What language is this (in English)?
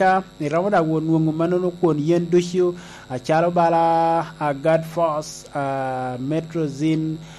Lango (Uganda)